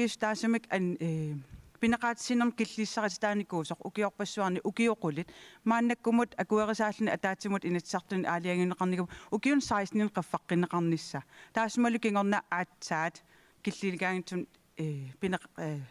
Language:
Kalaallisut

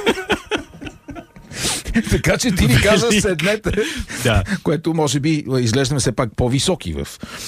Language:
Bulgarian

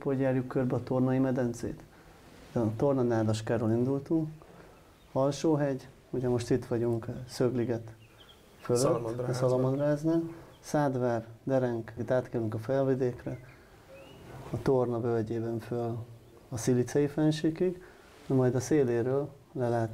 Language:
Hungarian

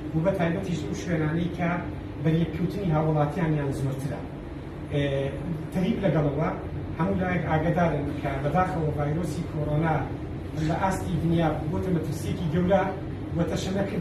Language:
Central Kurdish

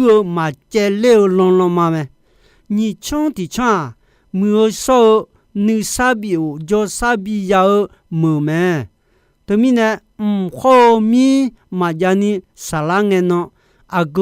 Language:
Akha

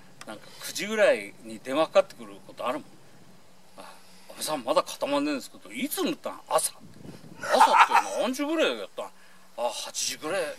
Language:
Japanese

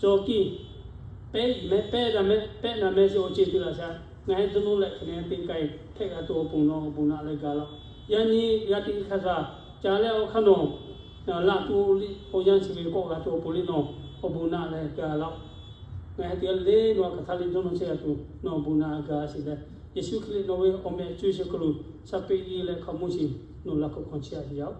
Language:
Lahu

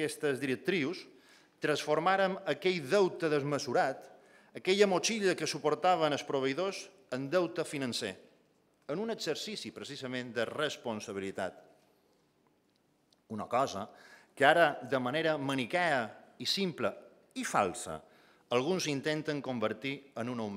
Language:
Catalan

